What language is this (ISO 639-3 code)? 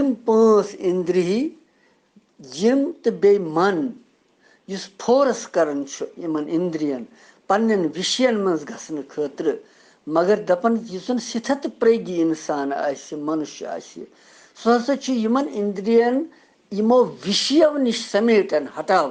kas